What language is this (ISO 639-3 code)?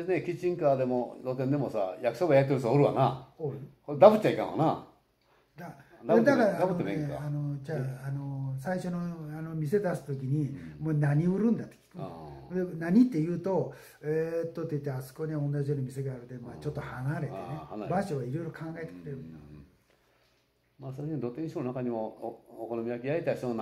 jpn